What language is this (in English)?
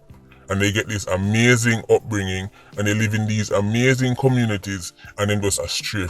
Jamaican Creole English